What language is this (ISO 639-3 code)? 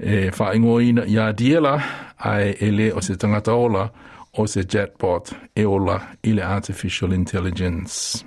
smo